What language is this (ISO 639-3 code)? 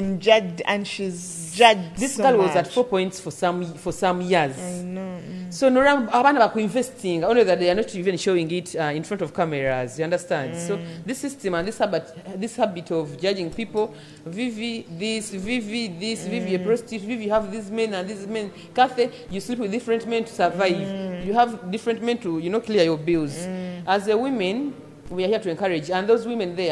nyo